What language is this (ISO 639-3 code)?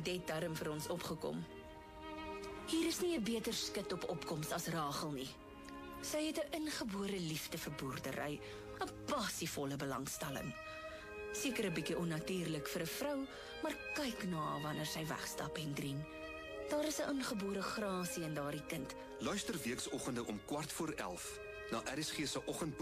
afr